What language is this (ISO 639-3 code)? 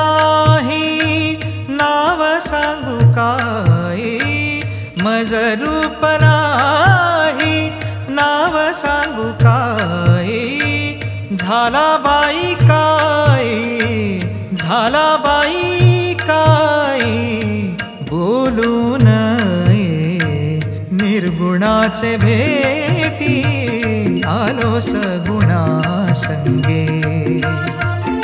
mar